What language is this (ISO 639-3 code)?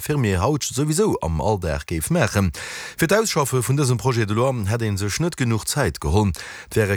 ltz